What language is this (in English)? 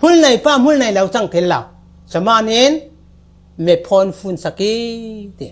Falam Chin